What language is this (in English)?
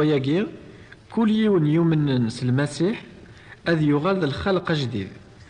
Kabyle